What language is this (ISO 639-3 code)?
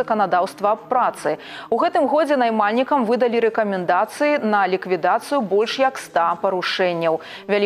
bel